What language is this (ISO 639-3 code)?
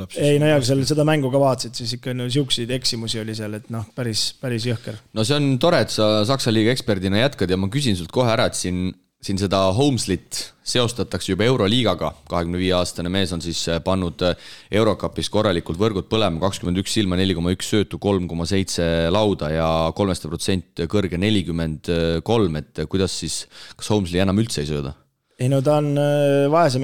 est